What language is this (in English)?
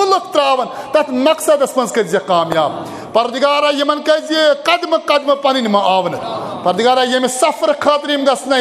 Kashmiri